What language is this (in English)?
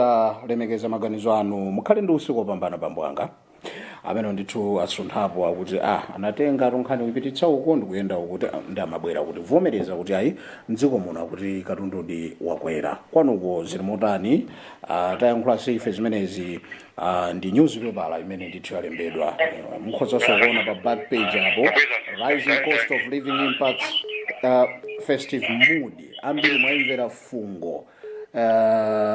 Nyanja